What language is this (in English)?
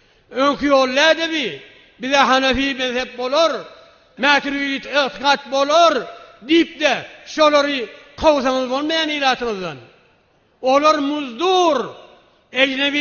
Turkmen